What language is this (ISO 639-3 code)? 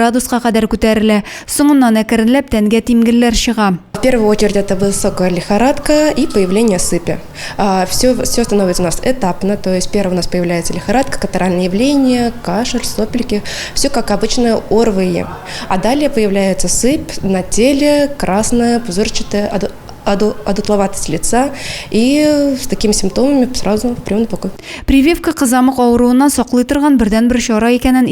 tat